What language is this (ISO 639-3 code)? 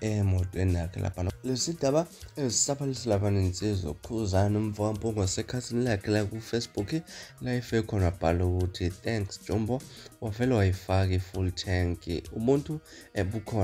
zul